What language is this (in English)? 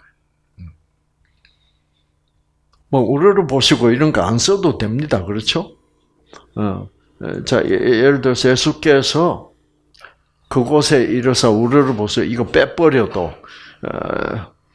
Korean